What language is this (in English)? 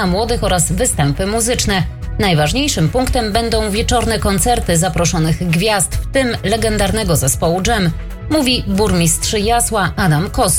Polish